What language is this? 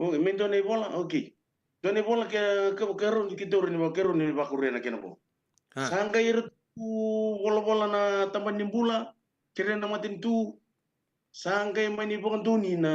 Fijian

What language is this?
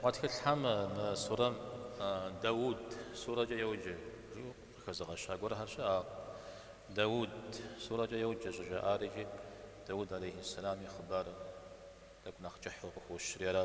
Kabardian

